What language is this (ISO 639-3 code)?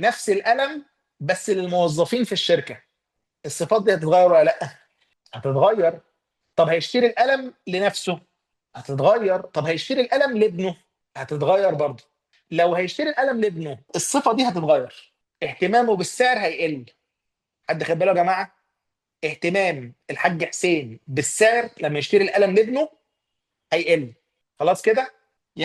arz